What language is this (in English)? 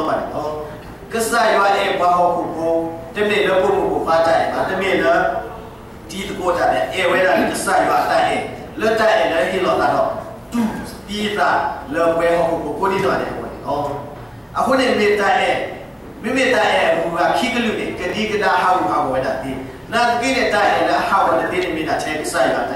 S'gaw Karen